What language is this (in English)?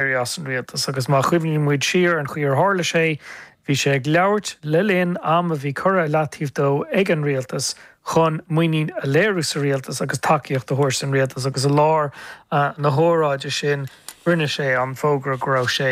Irish